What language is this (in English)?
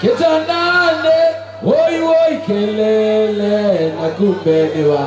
Kamba